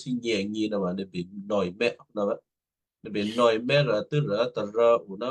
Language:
Western Kayah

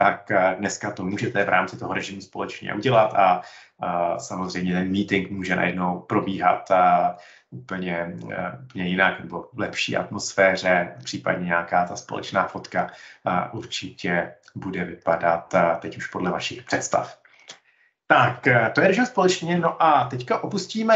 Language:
Czech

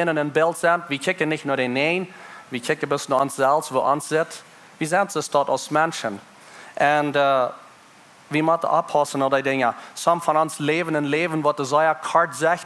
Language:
Plautdietsch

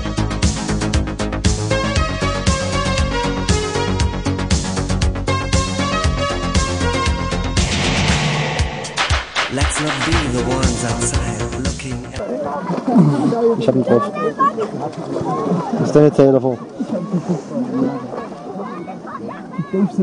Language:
German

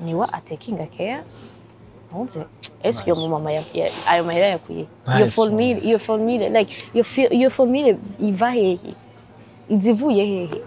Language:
Rundi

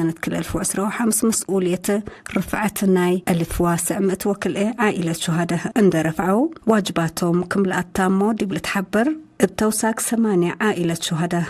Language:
Tigre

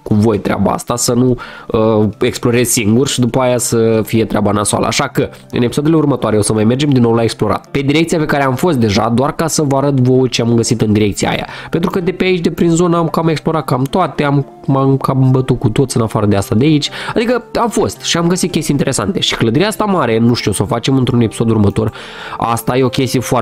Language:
Romanian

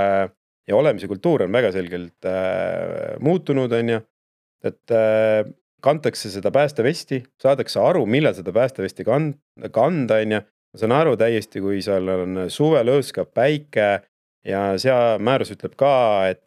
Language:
Estonian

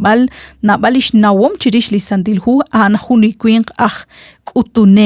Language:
Kekchí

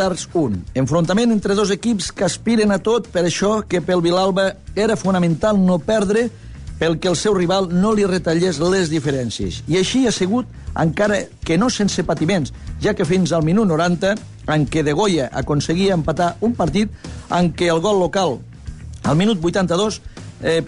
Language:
Catalan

